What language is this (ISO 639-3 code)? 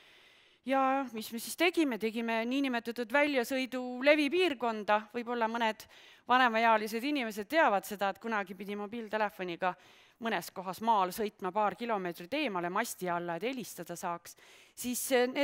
est